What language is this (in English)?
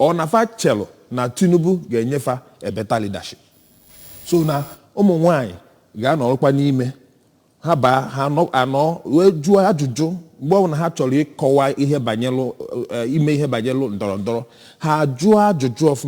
Igbo